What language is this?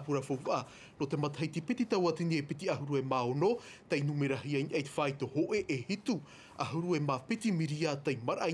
Tahitian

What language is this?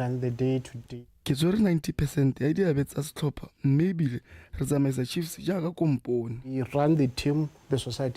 Tswana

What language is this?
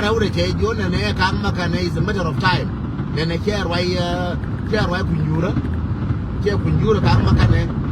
Nuer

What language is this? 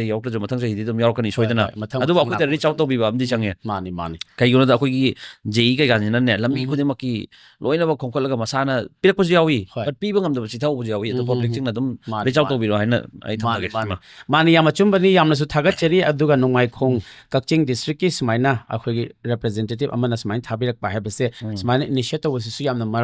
Manipuri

